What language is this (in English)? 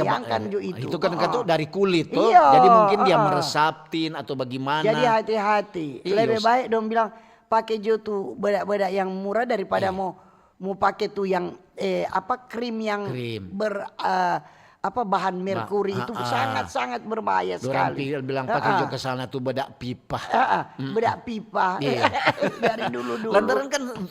Manado Malay